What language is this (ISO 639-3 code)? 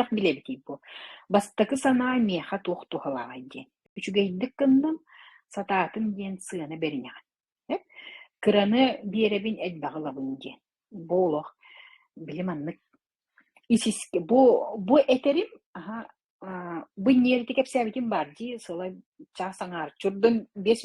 sah